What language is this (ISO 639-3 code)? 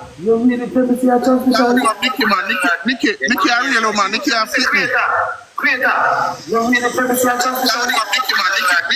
jam